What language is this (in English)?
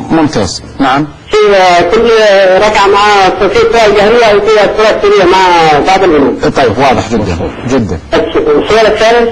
Arabic